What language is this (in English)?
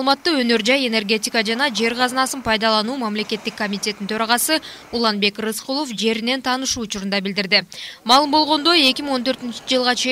Kyrgyz